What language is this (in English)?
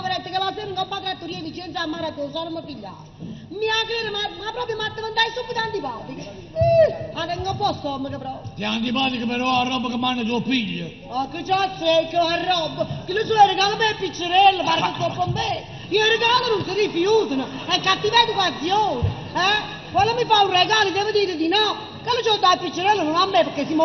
Neapolitan